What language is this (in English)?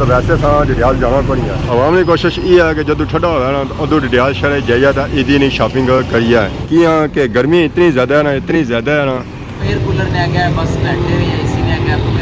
Pahari-Potwari